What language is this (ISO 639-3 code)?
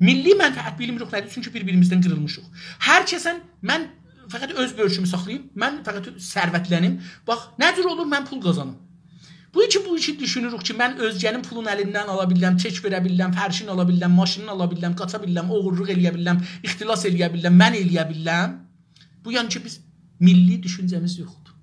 azb